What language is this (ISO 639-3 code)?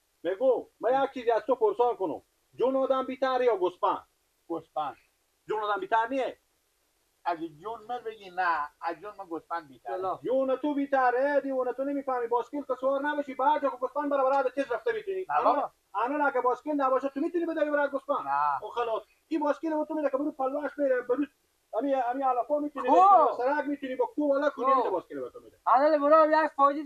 fas